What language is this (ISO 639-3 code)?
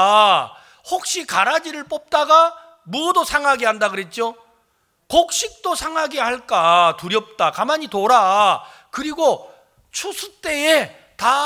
kor